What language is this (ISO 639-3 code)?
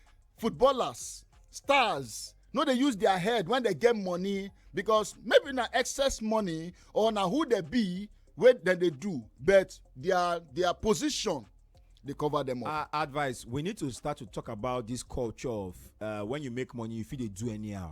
pcm